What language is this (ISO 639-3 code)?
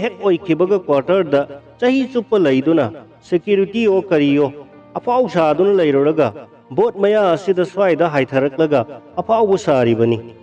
mni